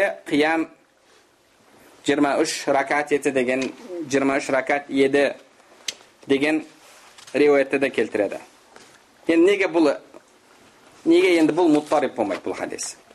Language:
Kazakh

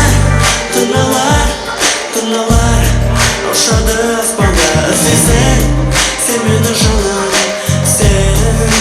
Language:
Kara-Kalpak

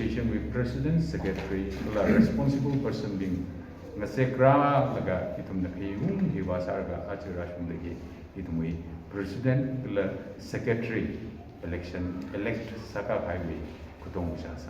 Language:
Tangkhul Naga (India)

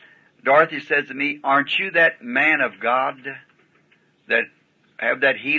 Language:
English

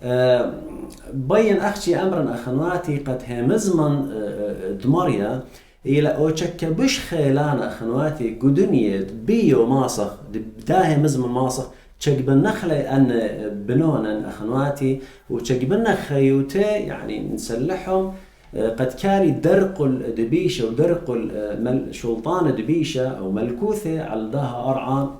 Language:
Assyrian Neo-Aramaic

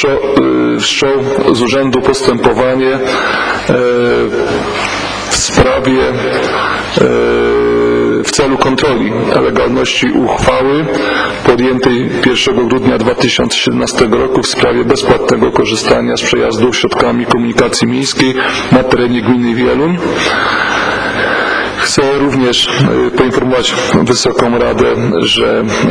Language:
Polish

